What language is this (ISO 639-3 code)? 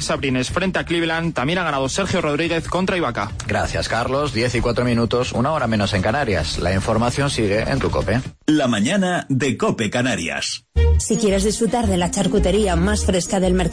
spa